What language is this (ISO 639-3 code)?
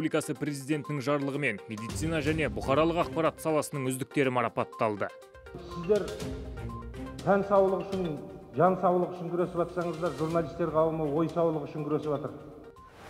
kaz